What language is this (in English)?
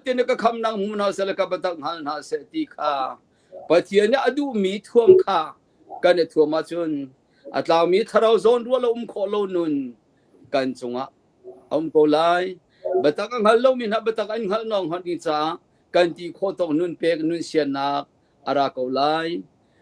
Hakha Chin